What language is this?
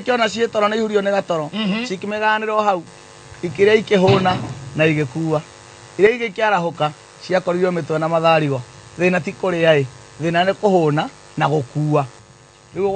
Kikuyu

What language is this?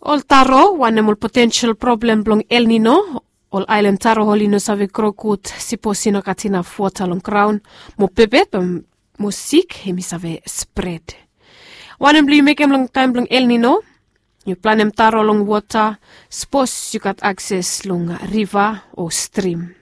Bislama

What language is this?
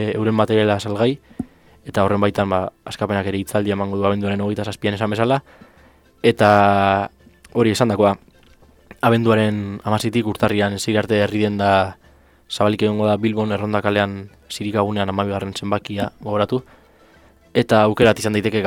Basque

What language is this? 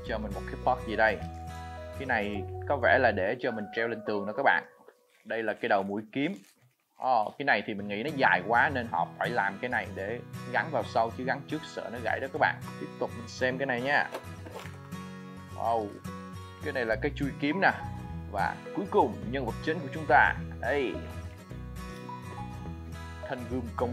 Vietnamese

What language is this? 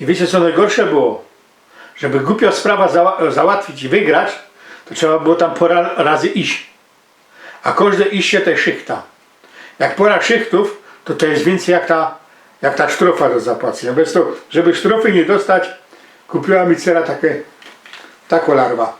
Silesian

